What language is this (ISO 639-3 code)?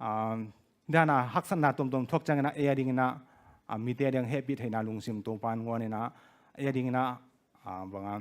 ctd